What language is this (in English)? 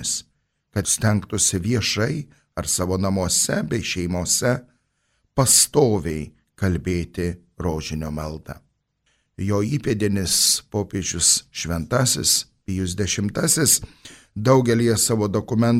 Lithuanian